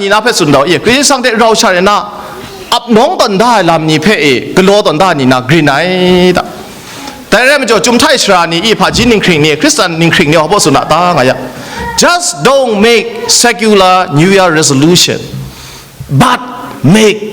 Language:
Kachin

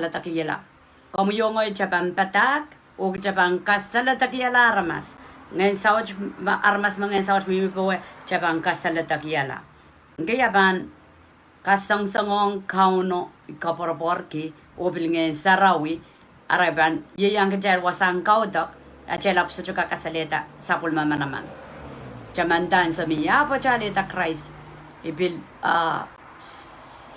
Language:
Pohnpeian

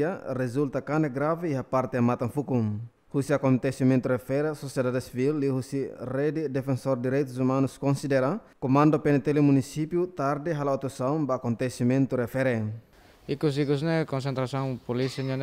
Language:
Tetum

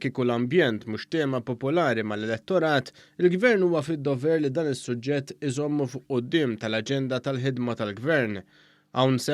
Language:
Maltese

